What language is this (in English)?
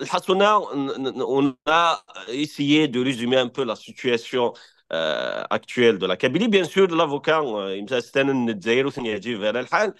Kabyle